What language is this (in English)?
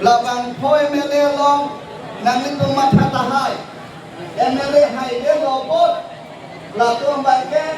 Karbi